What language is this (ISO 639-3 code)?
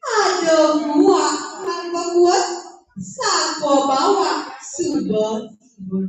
ban